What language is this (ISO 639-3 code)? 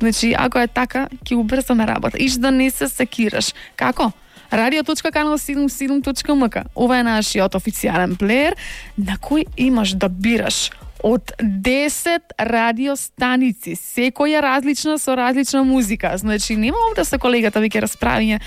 mkd